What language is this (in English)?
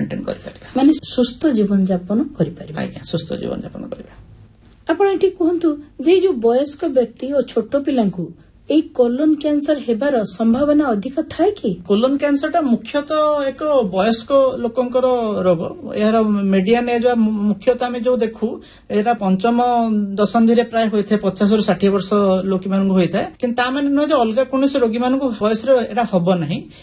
Odia